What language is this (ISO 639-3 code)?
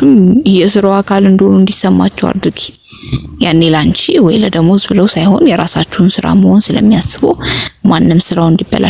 amh